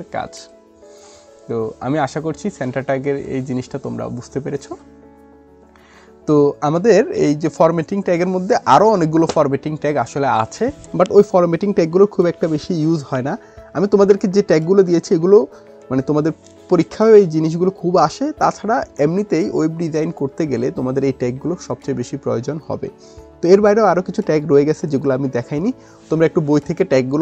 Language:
Bangla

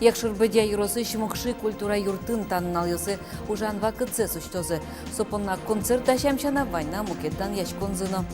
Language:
Udmurt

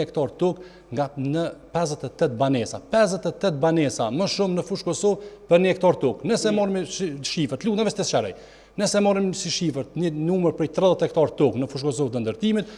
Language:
Albanian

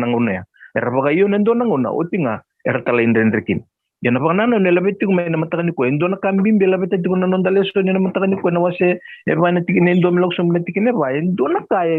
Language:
Fijian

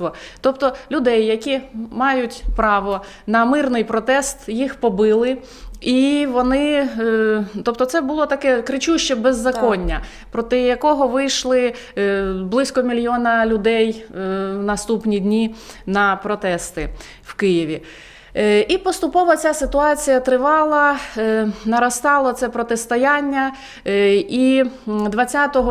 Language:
Ukrainian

